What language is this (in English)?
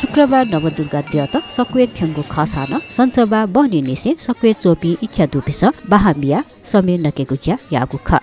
Newari